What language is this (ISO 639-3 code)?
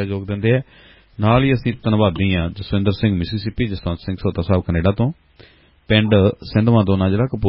pan